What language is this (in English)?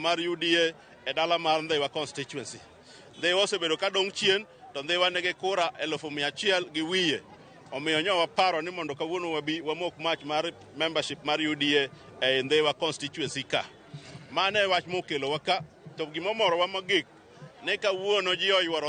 Luo (Kenya and Tanzania)